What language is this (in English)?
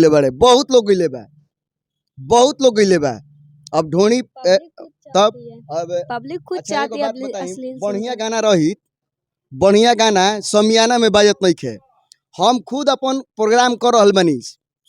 Bhojpuri